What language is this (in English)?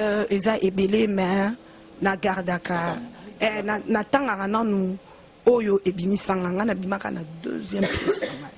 Lingala